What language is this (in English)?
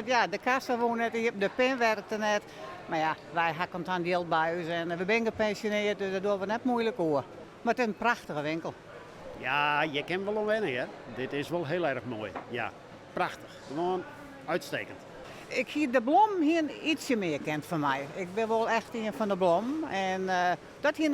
Western Frisian